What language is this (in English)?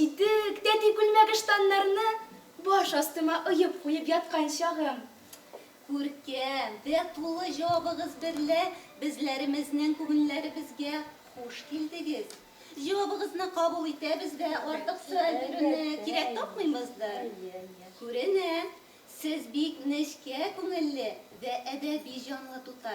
Tatar